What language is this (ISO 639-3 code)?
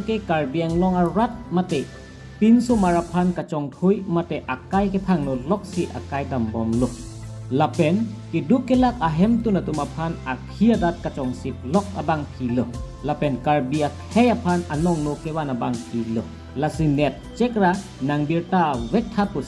mjw